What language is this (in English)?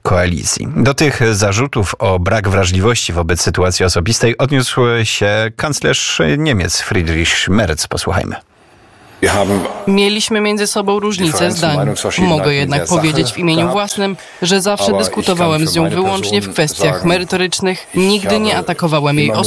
Polish